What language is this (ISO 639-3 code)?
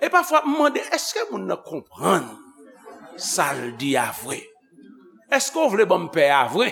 hat